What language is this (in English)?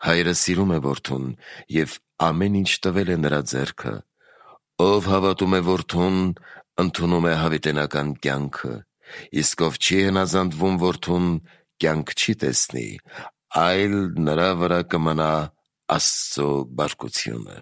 Armenian